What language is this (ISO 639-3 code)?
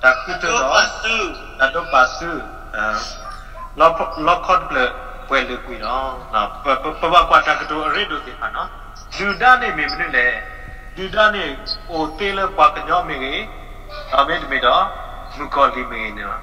ksw